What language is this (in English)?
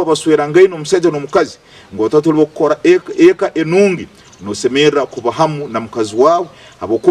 Nyankole